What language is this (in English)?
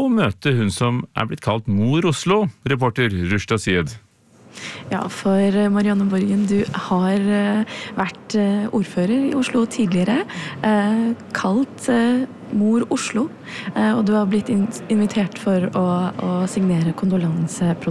Norwegian